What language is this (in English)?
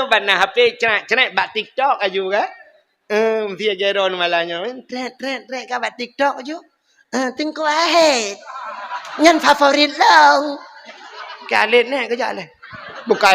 Achinese